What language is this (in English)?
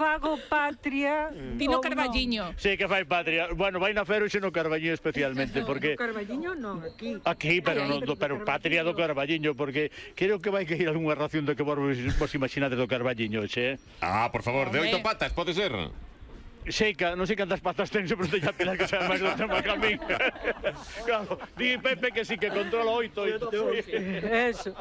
Galician